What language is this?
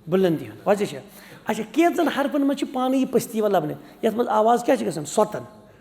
Kashmiri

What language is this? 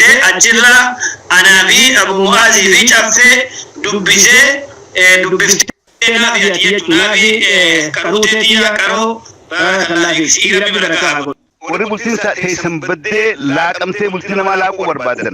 Oromo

